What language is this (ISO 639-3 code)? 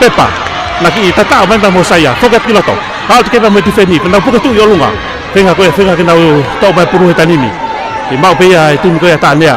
ton